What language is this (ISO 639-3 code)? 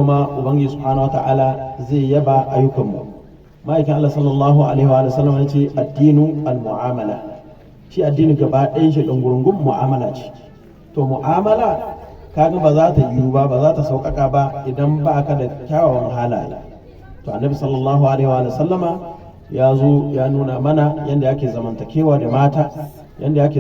hau